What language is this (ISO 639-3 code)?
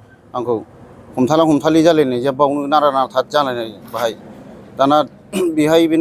brx